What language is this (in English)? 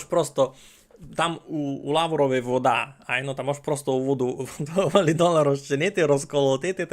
Rusyn